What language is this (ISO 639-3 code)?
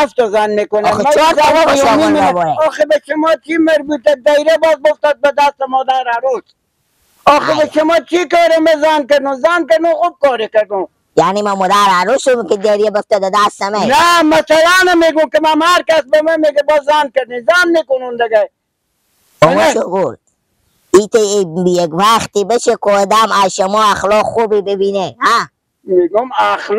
fas